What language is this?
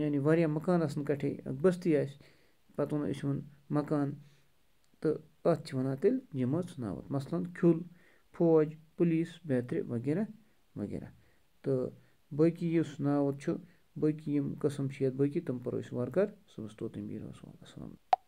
Kashmiri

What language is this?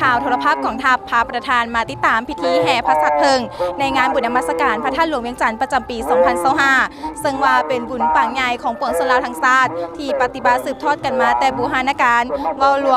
Lao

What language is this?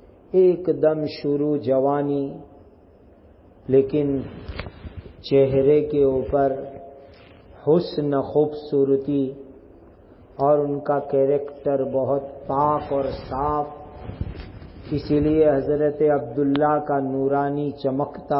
Urdu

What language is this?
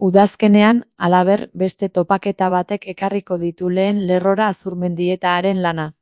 Basque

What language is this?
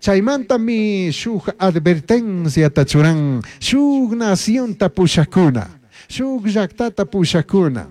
Chimborazo Highland Quichua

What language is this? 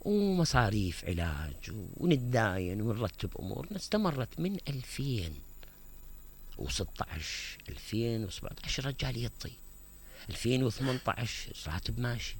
Mesopotamian Arabic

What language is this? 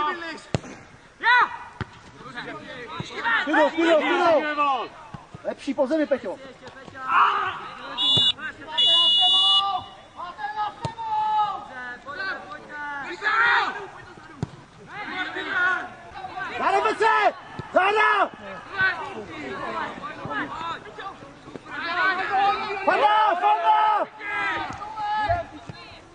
Czech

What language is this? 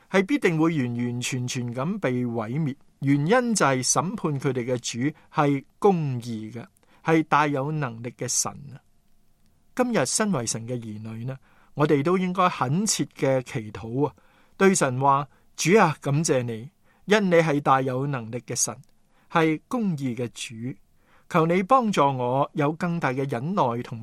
Cantonese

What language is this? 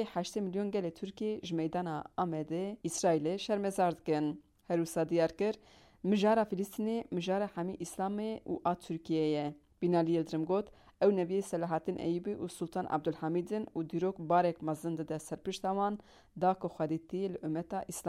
Kurdish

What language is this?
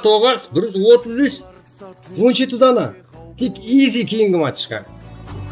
Kara-Kalpak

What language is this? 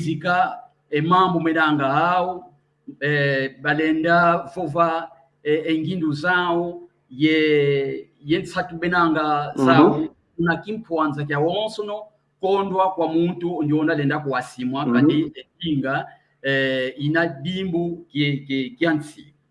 San Salvador Kongo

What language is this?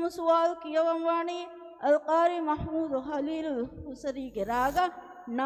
Divehi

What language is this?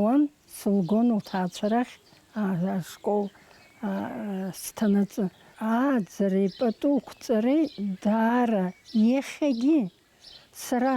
Abkhazian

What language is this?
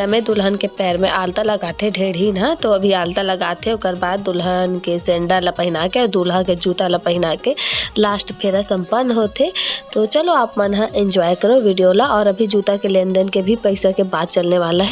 Chhattisgarhi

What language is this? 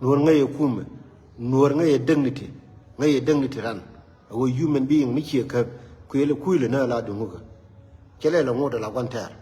Nuer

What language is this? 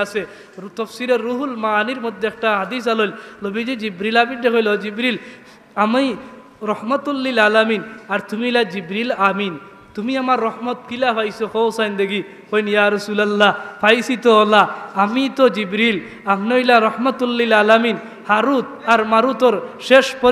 Sylheti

